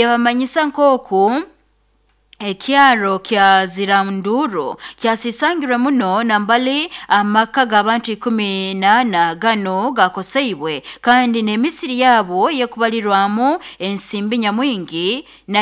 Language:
Nyoro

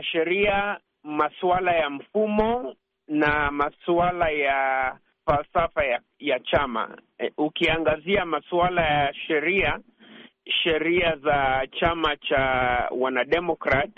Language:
Swahili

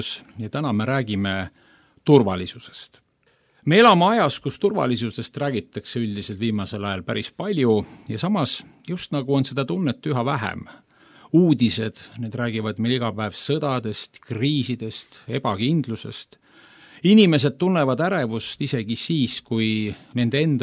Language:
Estonian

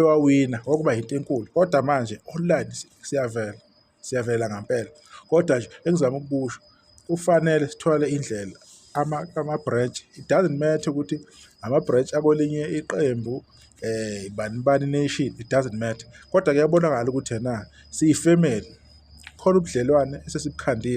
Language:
Zulu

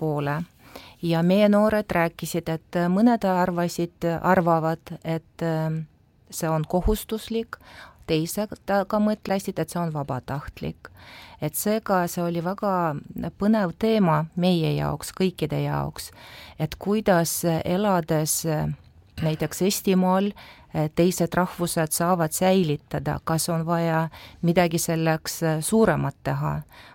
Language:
Estonian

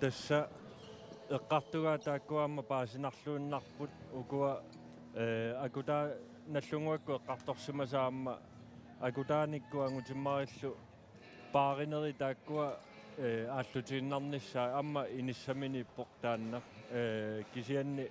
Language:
Kalaallisut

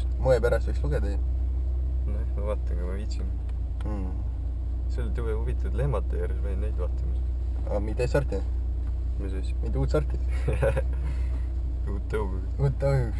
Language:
Estonian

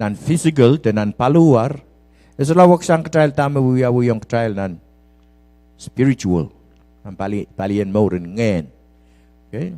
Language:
Pohnpeian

